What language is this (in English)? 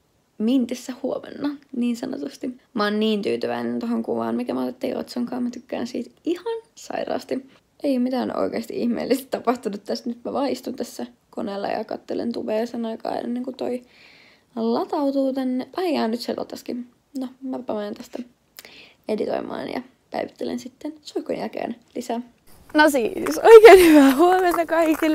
Finnish